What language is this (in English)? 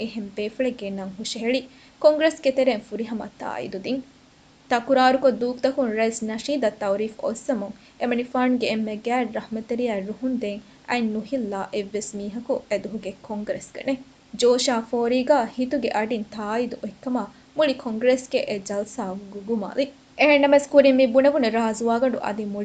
Divehi